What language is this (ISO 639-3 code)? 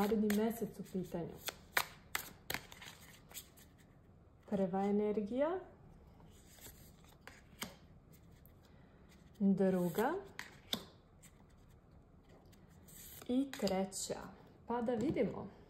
srp